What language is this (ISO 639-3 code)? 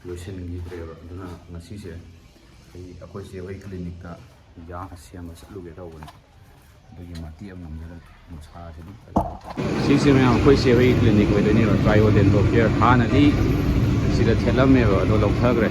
mni